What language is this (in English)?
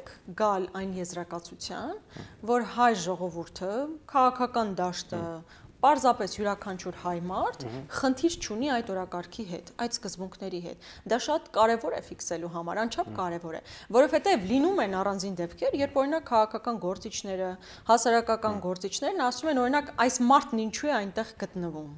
Armenian